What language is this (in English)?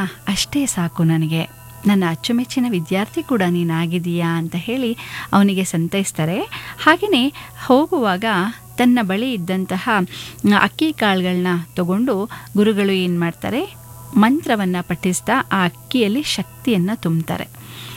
Kannada